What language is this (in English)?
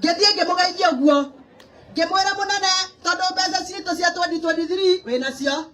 Kikuyu